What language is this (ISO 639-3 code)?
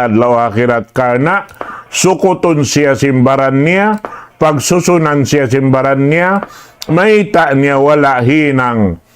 tsg